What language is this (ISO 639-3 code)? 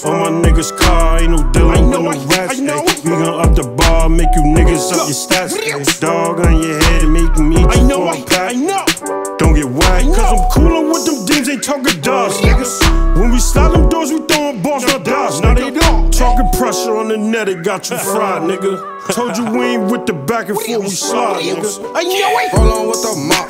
eng